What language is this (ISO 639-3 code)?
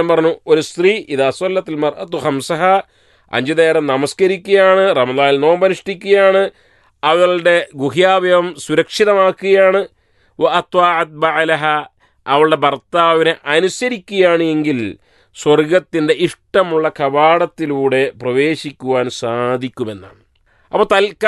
mal